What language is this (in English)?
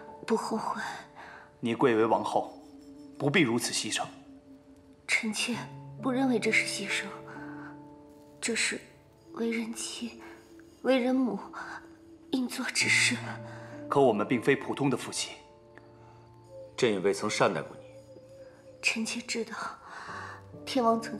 Chinese